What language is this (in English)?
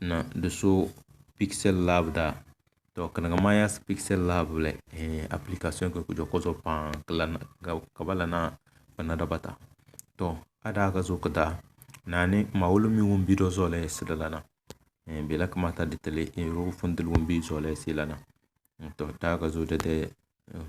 Tem